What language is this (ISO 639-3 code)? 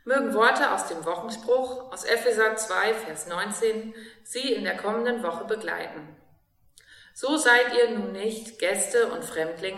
deu